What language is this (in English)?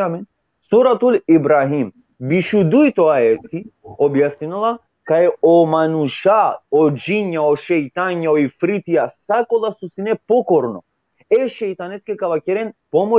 Balkan Romani